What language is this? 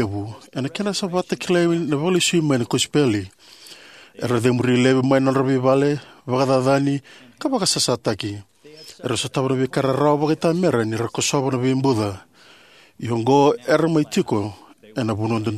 Fijian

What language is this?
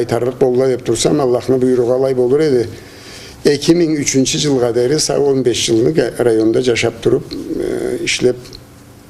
Karachay-Balkar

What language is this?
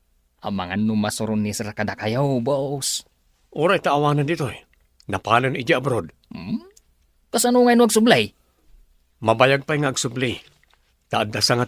Iloko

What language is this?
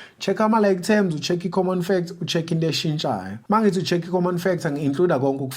Zulu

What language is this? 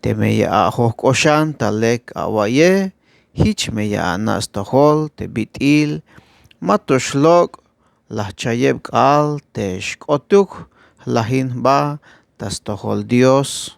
Tzeltal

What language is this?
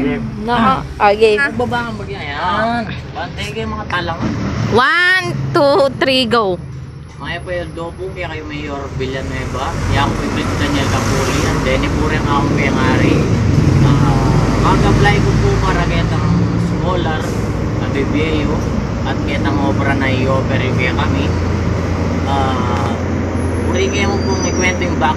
Pampanga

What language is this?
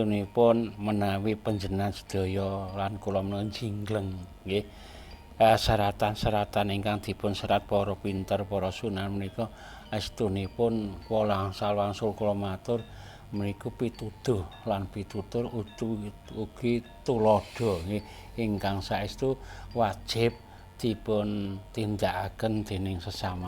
Javanese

